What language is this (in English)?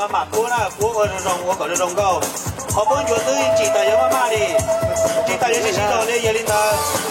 Hmong